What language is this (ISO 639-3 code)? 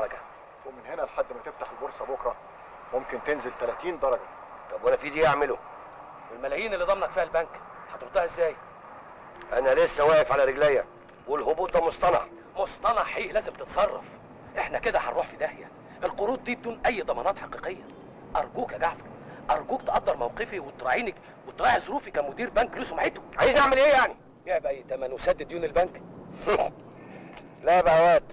arz